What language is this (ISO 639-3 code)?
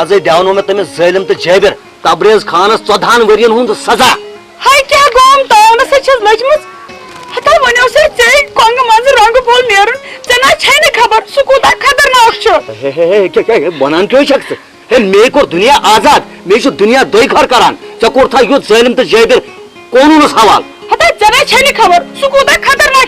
kas